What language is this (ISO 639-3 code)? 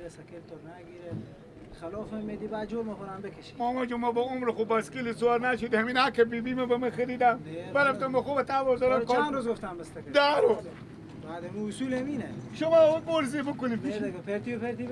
fas